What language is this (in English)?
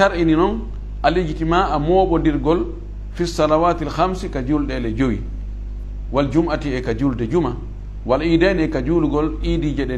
Fula